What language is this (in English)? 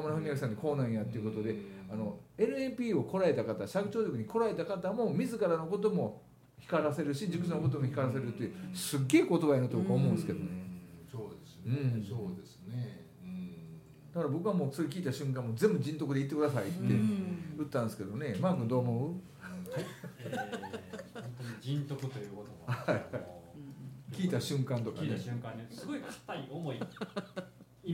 Japanese